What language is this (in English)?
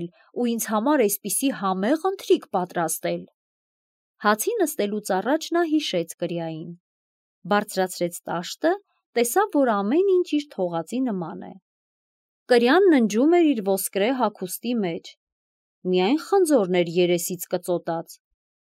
Armenian